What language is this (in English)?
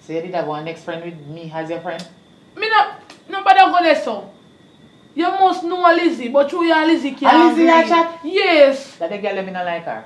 Jamaican Creole English